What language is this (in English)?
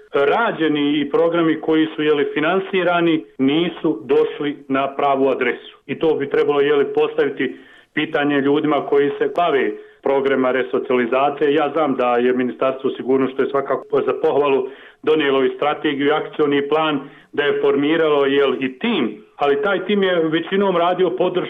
Bosnian